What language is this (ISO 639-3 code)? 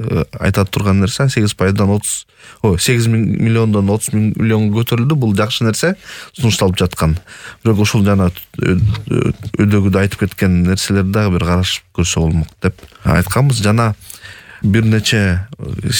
kir